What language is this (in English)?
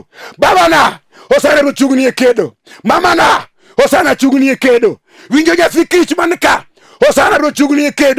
Luo (Kenya and Tanzania)